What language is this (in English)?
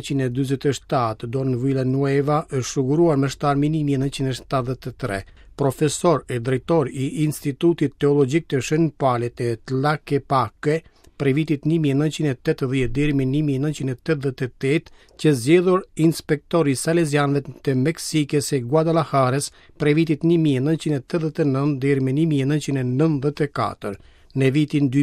Albanian